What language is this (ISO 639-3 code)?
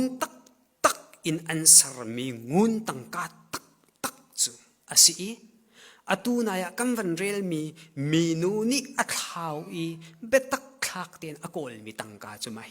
cnh